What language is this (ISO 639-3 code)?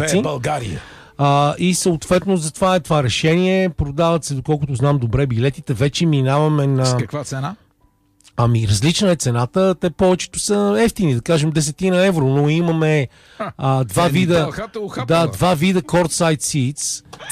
bul